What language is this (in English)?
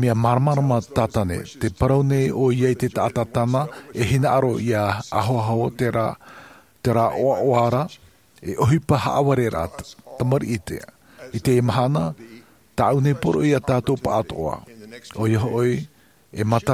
Tahitian